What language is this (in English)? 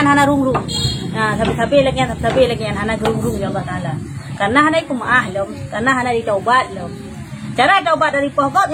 Achinese